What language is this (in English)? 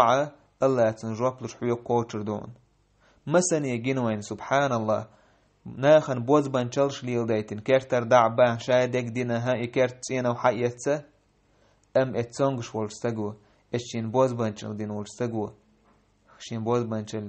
Chechen